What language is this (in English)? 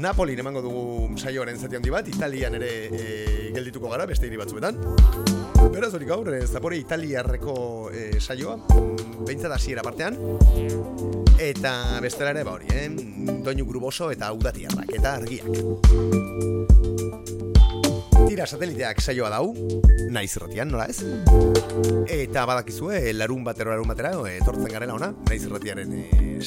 Basque